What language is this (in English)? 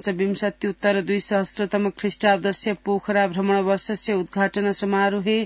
Sanskrit